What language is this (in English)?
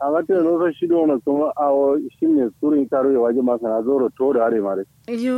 Kanuri